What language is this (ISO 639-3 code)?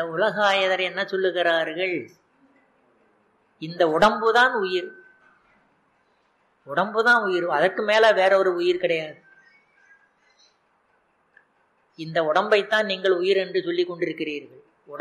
tam